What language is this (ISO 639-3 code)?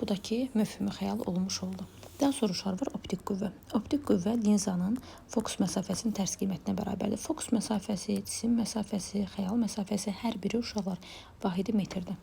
aze